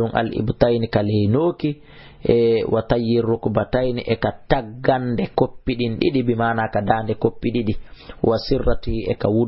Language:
Fula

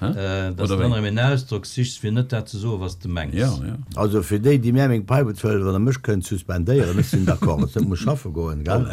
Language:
Luxembourgish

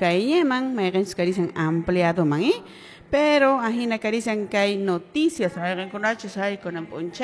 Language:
Quechua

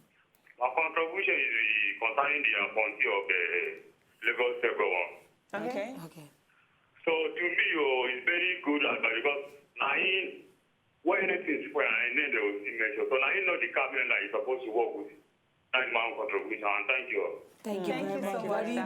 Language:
Nigerian Pidgin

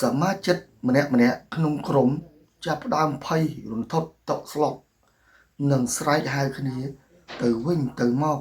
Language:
Khmer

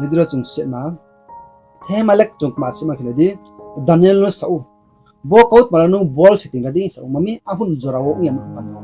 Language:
Riang (India)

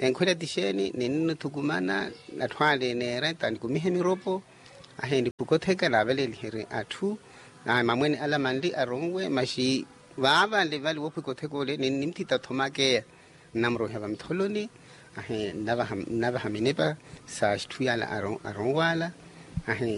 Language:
Makhuwa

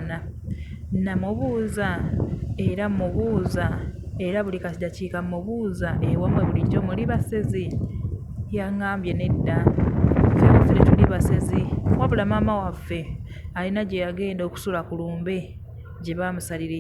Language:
Ganda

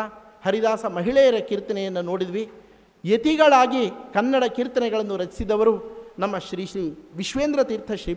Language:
Kannada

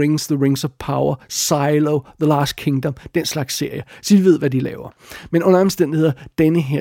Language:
Danish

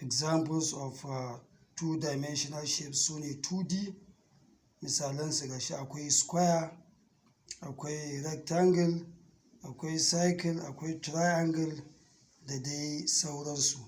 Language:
Hausa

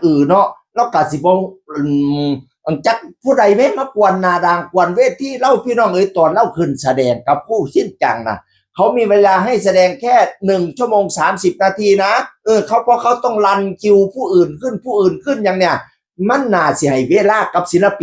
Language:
Northeastern Thai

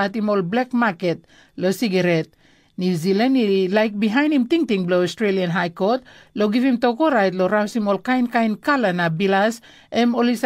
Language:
Tok Pisin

